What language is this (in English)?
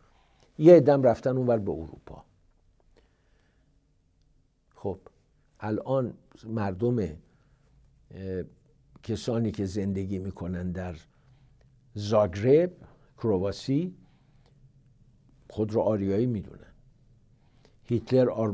Persian